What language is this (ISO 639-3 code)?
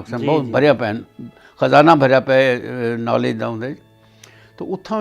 skr